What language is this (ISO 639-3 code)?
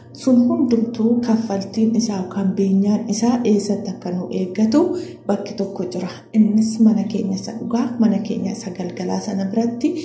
orm